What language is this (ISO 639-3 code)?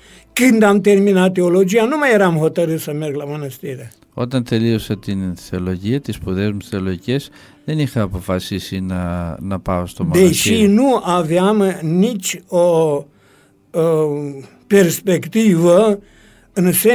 ell